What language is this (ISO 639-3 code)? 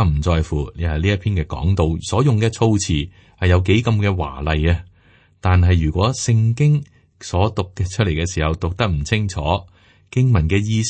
yue